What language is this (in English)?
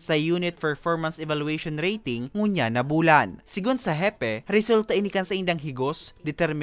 Bikol